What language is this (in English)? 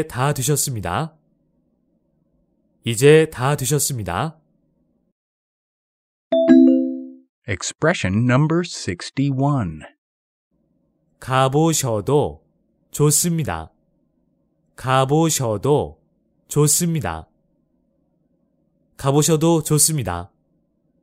Korean